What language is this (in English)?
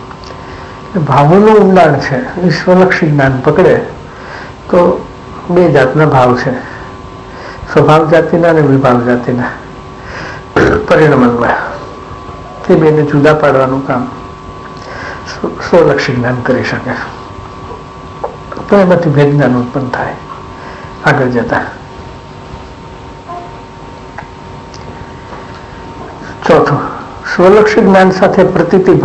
Gujarati